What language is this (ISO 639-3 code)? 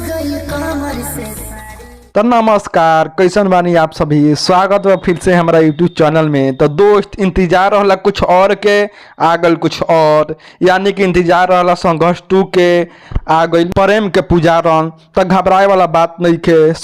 bho